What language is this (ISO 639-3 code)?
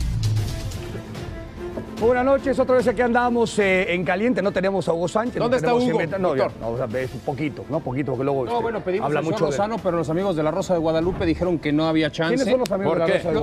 spa